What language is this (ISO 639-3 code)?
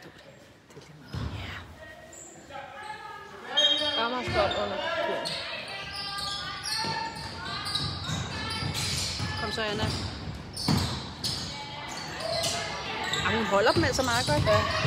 dan